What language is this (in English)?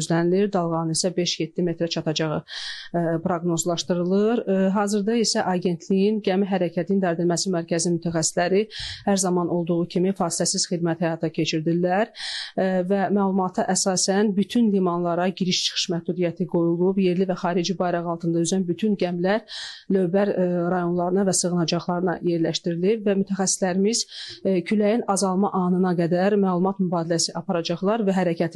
Azerbaijani